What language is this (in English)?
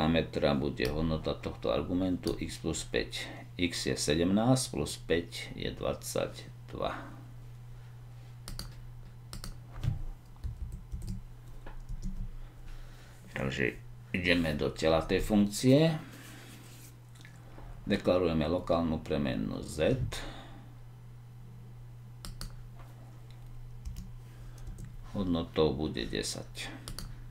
Slovak